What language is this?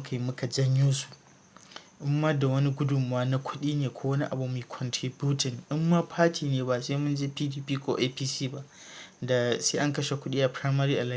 Hausa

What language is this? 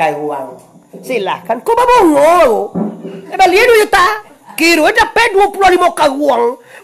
Minangkabau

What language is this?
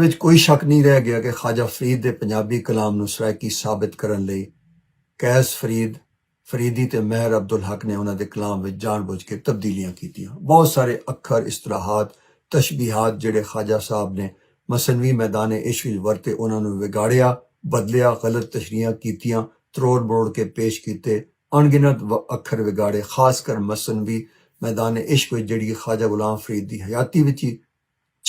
Western Panjabi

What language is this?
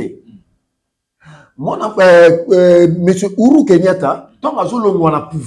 French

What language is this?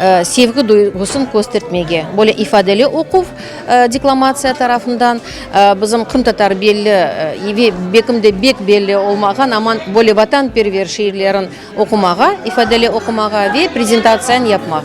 Crimean Tatar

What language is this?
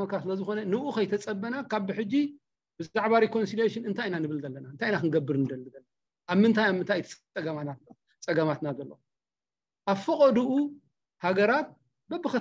Tigrinya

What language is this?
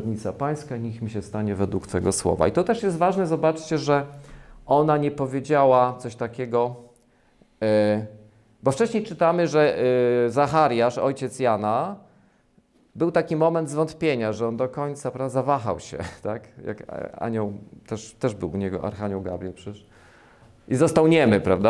Polish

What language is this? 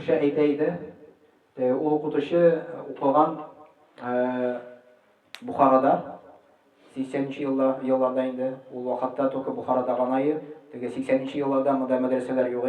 Tatar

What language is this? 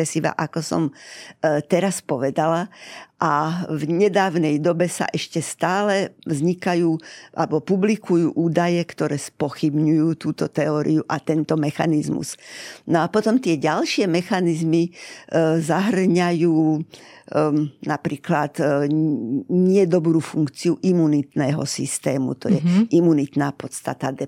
Slovak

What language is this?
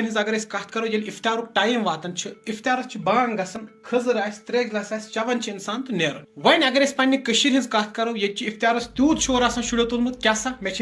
Kashmiri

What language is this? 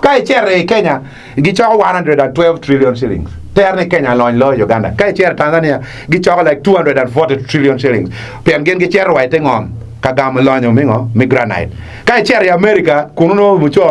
Acoli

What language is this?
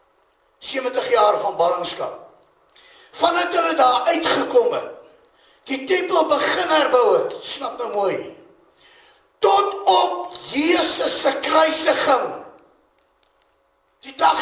Afrikaans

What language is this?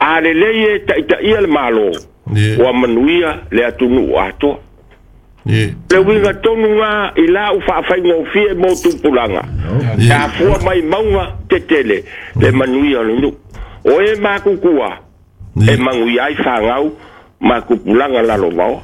Samoan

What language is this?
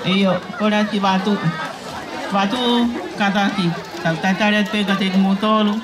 Tongan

